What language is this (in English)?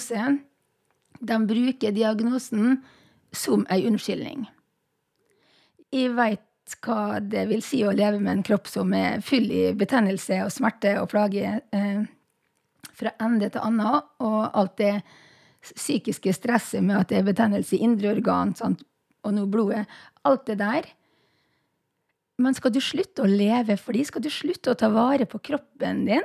Norwegian